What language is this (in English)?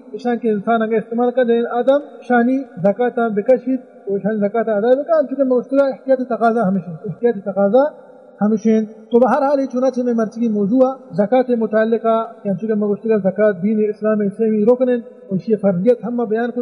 Baluchi